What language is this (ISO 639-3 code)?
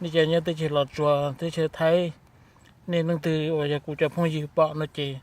hmn